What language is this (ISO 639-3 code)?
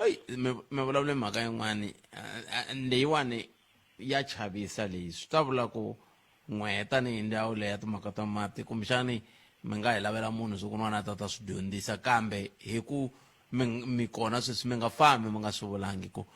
tso